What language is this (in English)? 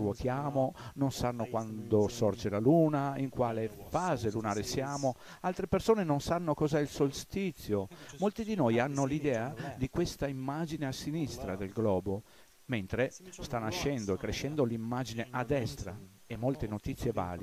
Italian